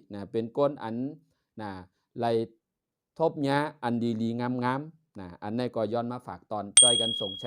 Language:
Shan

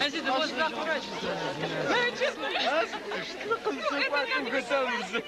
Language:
Adyghe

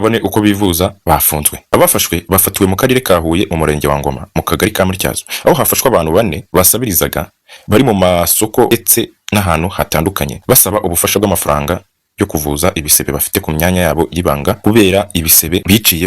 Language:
Kinyarwanda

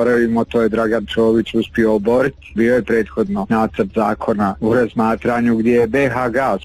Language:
Bosnian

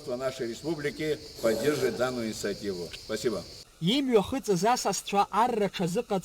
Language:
Abkhazian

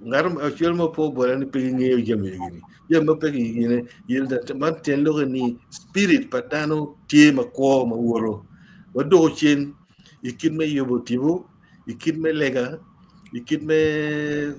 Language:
Acoli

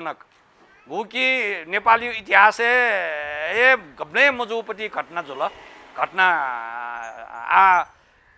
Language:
Newari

